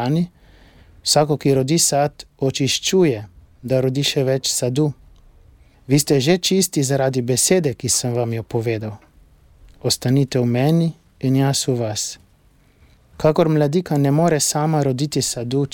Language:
Slovenian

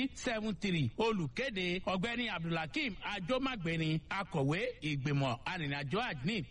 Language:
Yoruba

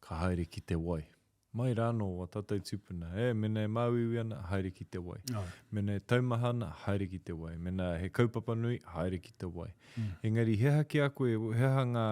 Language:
Māori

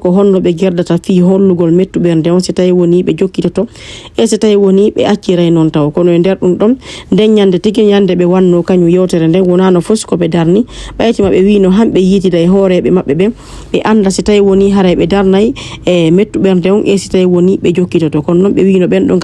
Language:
Fula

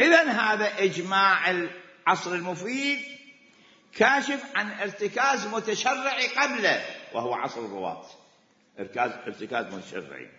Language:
Mesopotamian Arabic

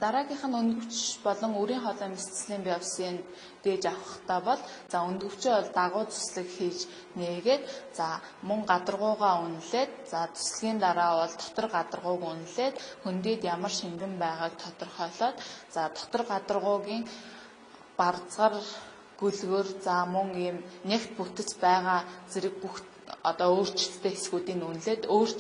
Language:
Mongolian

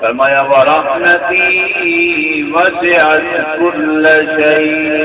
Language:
Saraiki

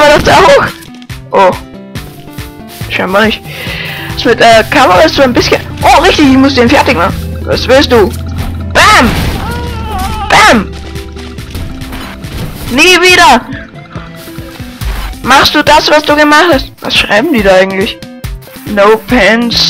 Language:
German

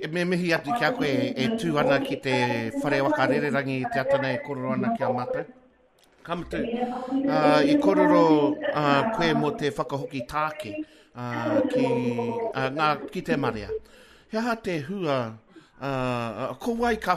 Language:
Māori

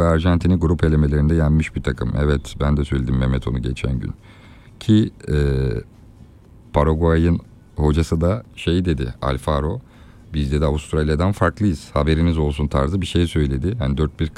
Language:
Turkish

